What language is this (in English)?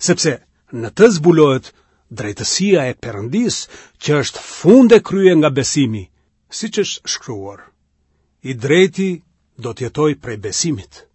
Albanian